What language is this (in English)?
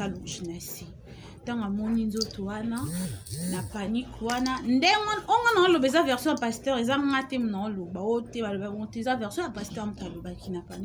Lingala